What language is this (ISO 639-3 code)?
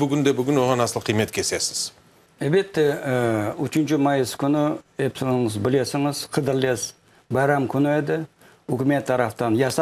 crh